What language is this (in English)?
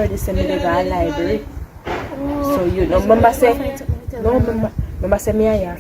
Jamaican Creole English